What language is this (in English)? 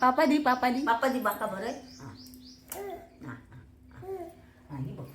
Konkani